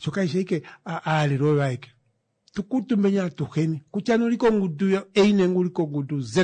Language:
Kuanyama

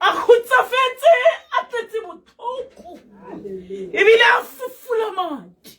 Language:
Tswana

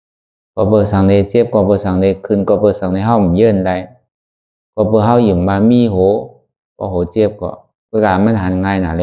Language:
Shan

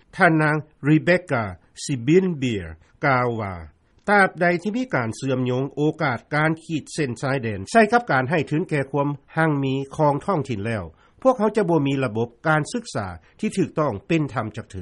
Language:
Lao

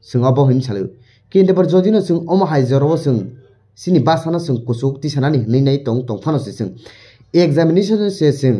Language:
Kok Borok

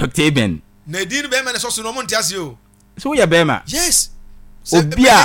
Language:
Akan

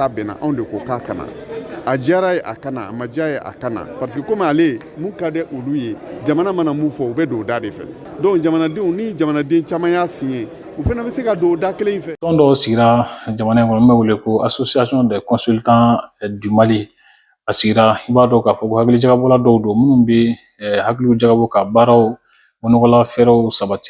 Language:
Bambara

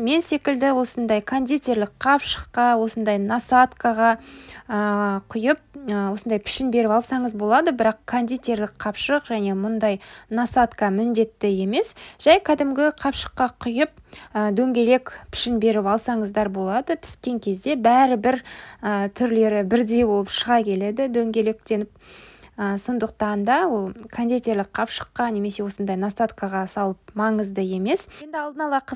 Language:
Kazakh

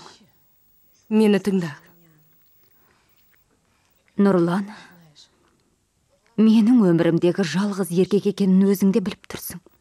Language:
Kazakh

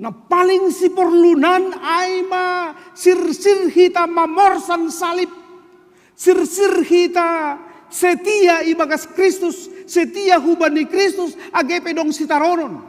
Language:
Batak Simalungun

